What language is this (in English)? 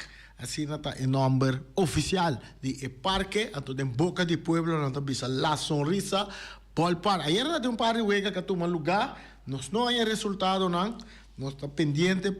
Papiamento